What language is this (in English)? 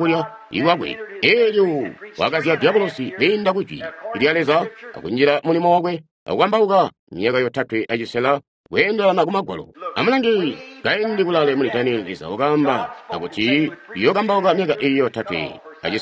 Tonga (Zambia)